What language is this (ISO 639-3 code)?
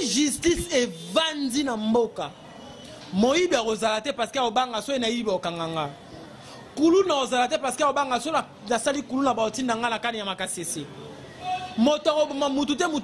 lin